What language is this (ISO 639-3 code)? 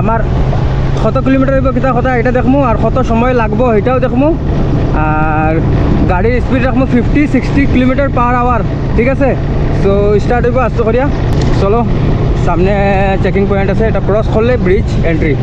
syl